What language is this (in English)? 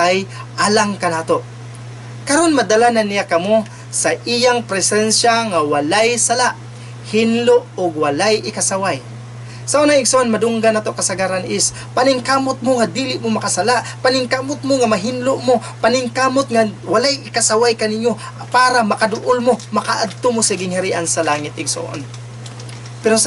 Cebuano